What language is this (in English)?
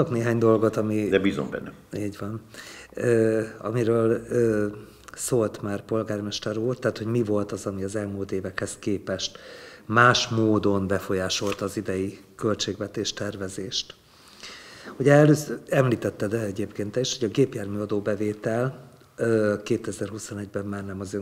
Hungarian